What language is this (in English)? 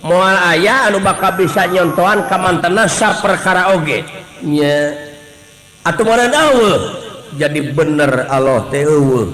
Sundanese